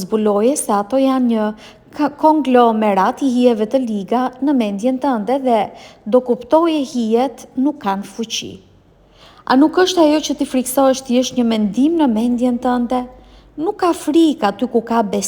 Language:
Albanian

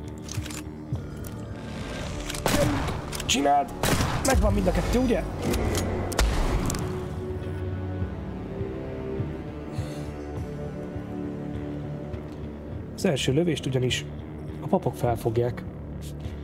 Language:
Hungarian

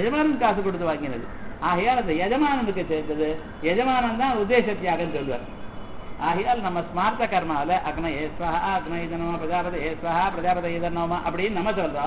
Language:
Tamil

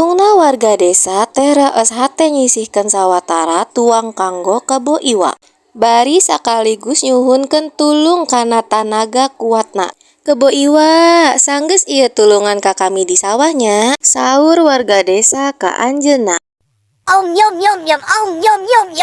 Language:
Sundanese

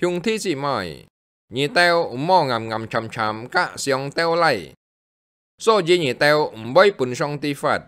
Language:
Hakka Chinese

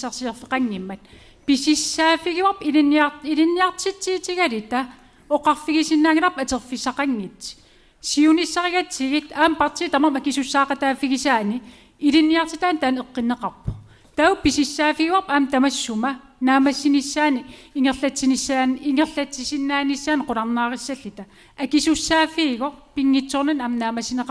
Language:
Kalaallisut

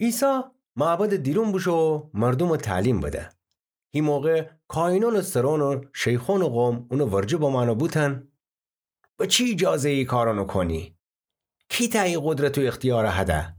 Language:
Gilaki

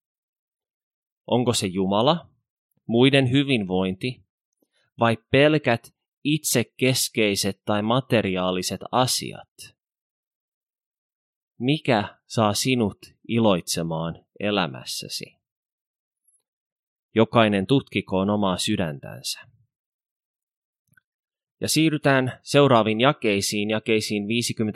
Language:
Finnish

